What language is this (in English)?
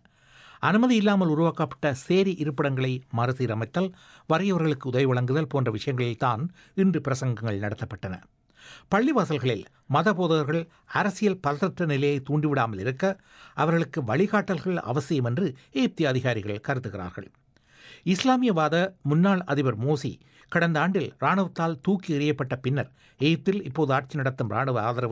Tamil